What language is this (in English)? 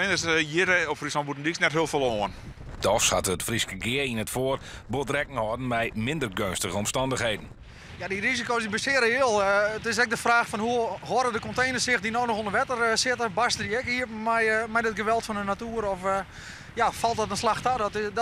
Western Frisian